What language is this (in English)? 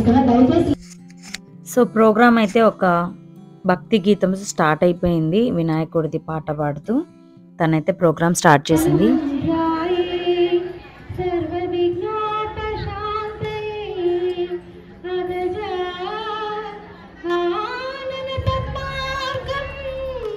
Telugu